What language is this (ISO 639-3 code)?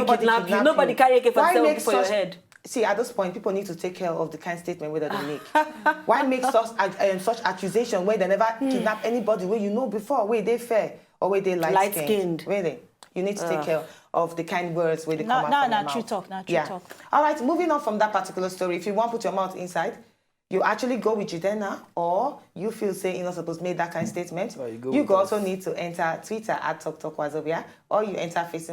pcm